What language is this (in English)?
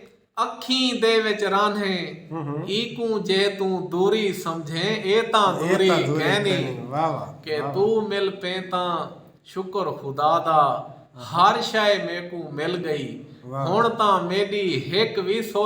Saraiki